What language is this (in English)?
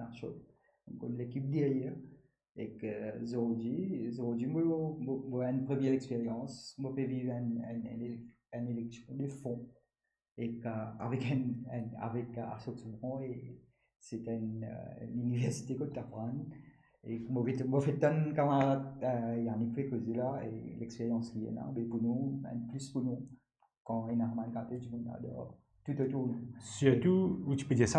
Morisyen